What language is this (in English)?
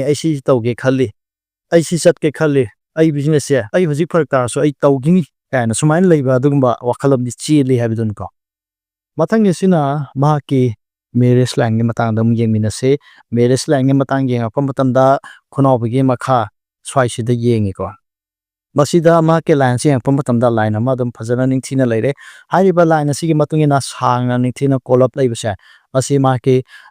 Manipuri